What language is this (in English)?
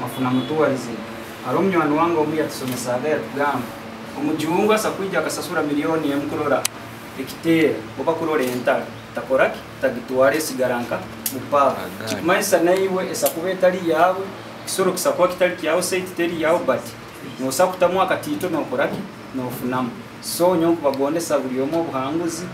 Nyoro